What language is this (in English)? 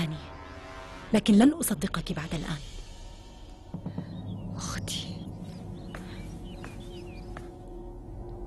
Arabic